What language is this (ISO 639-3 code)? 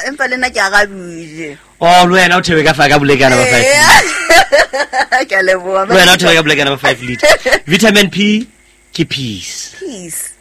sot